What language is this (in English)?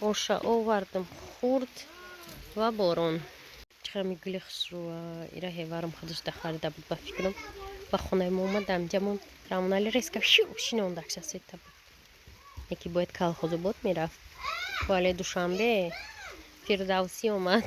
Tajik